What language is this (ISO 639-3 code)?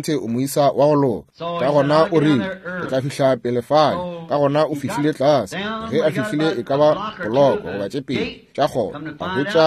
nso